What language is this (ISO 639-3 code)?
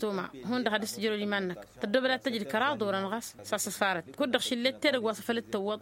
taq